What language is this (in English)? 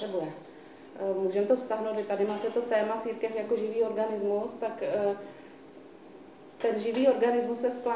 Czech